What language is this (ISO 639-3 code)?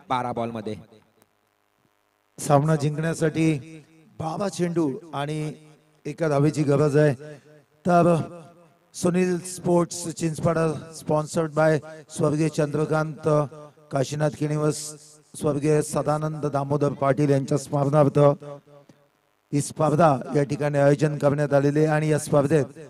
mar